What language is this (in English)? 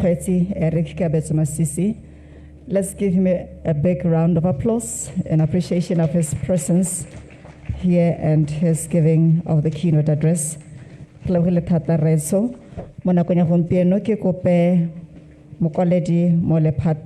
Tswana